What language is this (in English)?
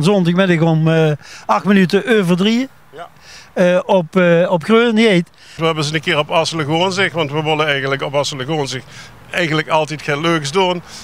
Limburgish